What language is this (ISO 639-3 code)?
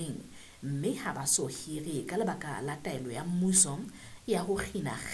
sot